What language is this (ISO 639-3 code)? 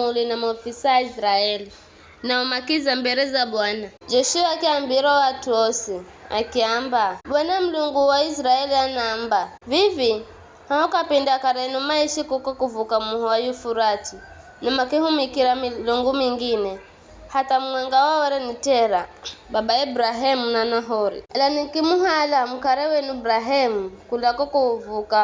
nyf